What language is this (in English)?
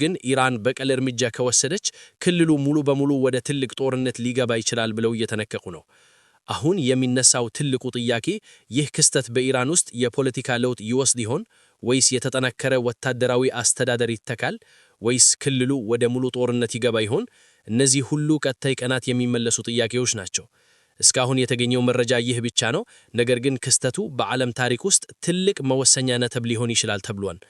Amharic